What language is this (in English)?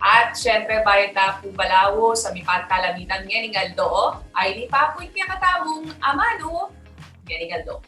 Pampanga